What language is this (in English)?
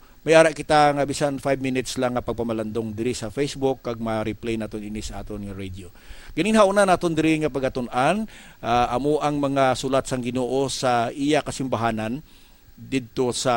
Hiligaynon